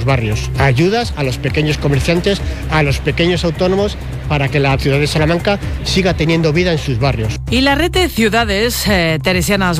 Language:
Spanish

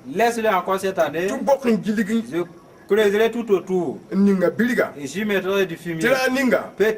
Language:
Mossi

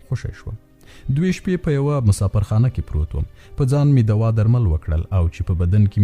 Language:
Pashto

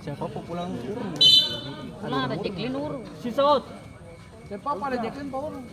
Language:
Ambonese Malay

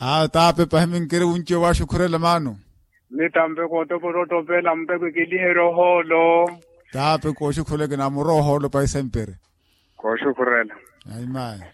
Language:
Makhuwa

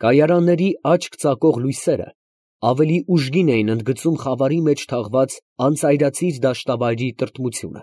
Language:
Armenian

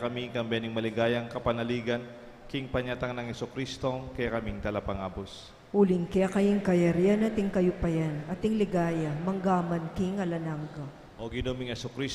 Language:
Pampanga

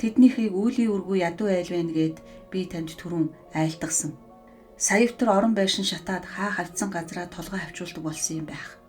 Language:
Mongolian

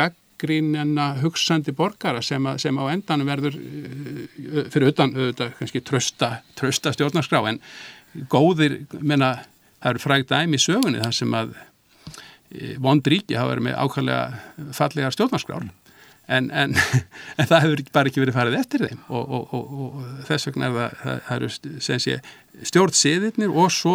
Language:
Icelandic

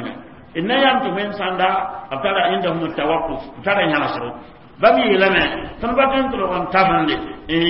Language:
Mossi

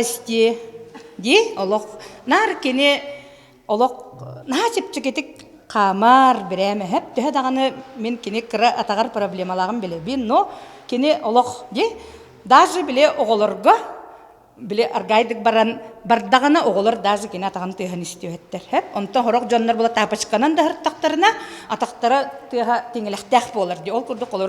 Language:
Yakut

